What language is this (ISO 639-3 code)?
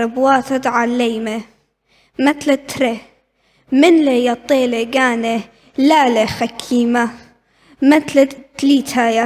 aii